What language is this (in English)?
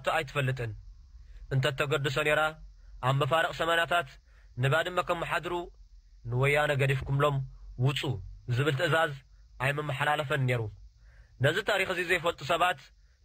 Tigrinya